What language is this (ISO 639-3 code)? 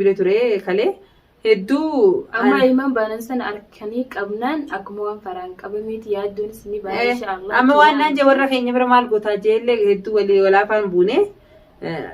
orm